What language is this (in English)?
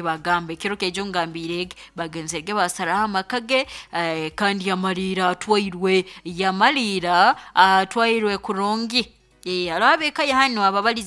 Nyoro